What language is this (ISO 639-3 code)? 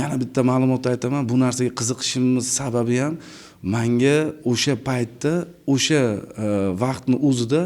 uzb